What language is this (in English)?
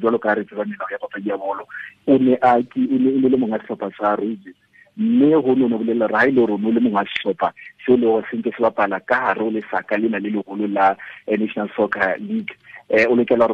Southern Sotho